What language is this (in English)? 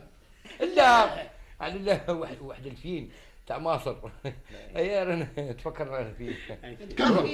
Algerian Arabic